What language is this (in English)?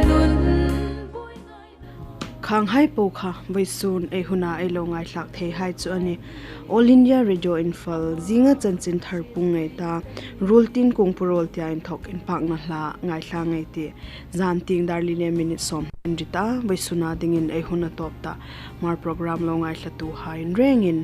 Hmar